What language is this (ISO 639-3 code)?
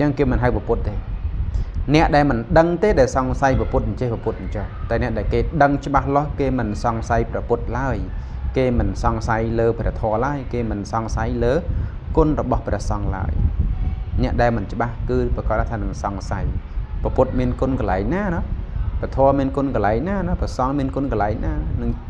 khm